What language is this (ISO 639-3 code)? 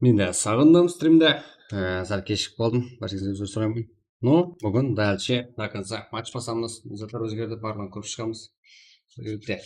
kaa